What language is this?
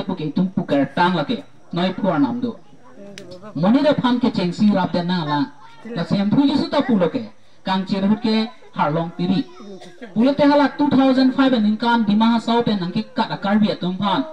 Karbi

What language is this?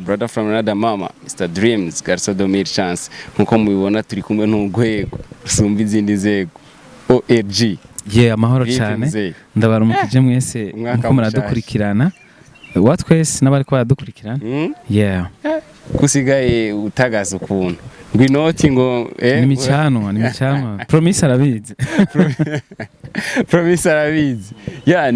Rundi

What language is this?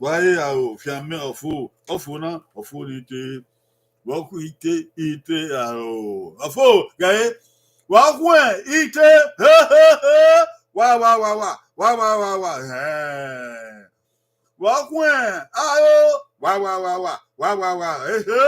Bini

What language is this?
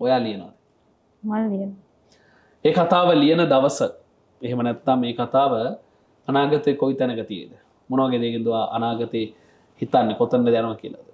Sinhala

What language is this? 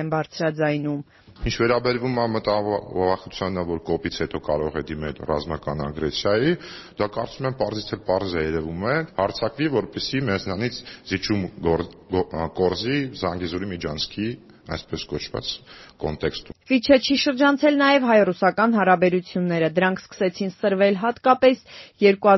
Armenian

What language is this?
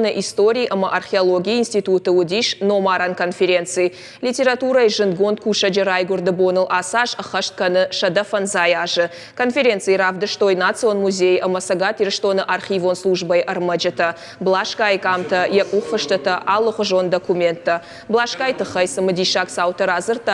Ossetic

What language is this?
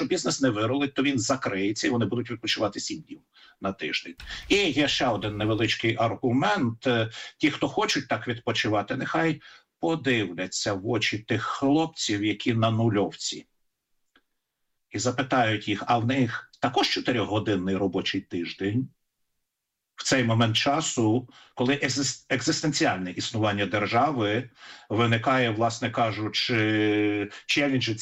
Ukrainian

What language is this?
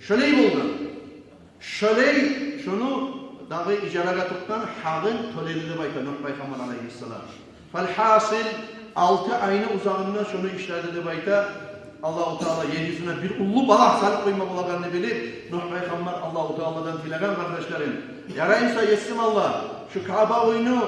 Kumyk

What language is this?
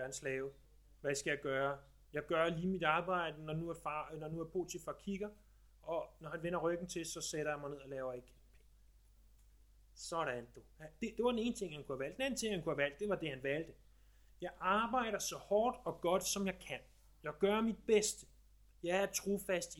Danish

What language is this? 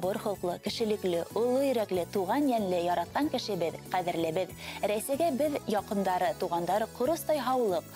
Bashkir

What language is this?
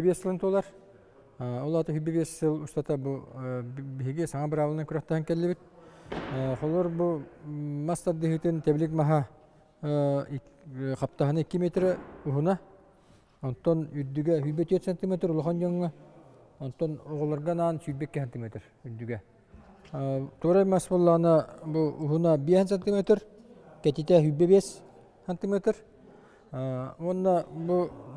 Yakut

